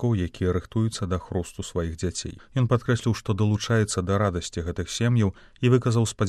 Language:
Belarusian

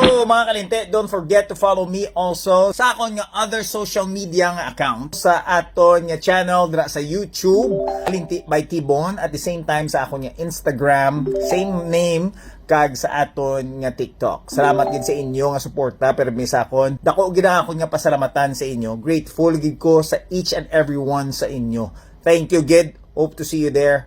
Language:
Hiligaynon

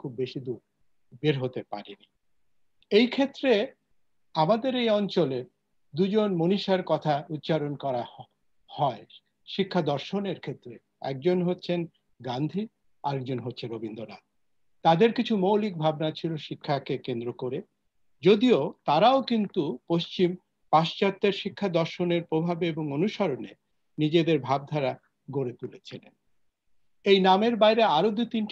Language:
Bangla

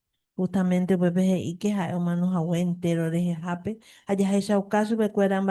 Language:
Guarani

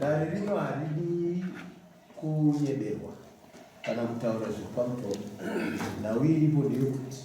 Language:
Shona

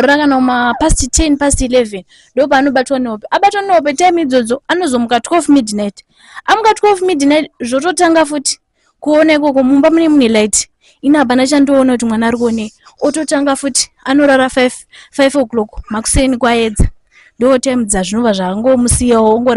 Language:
Shona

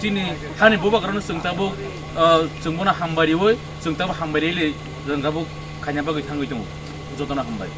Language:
Kok Borok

